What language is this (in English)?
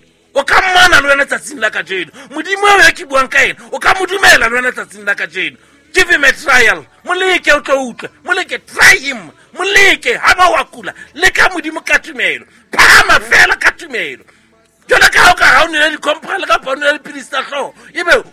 Southern Sotho